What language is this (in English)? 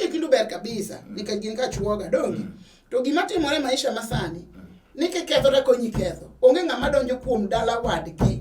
Luo (Kenya and Tanzania)